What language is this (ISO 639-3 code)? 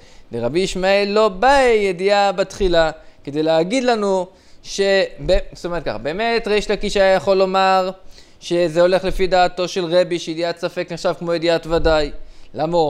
heb